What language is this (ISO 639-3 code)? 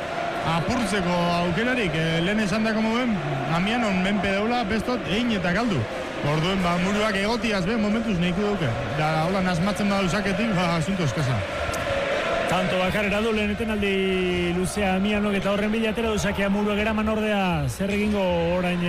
eus